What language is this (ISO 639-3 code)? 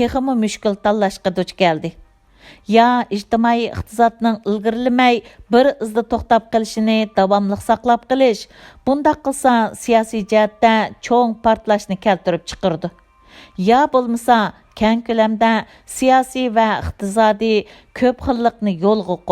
uig